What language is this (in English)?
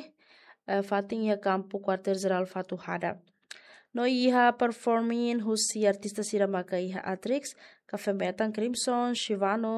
Tetum